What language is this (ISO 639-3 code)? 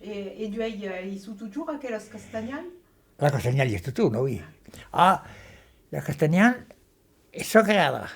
oci